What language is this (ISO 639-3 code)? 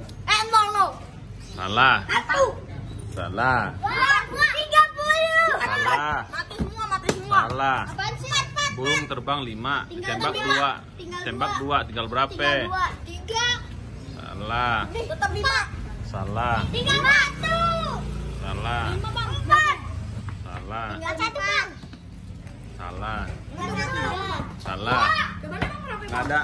ind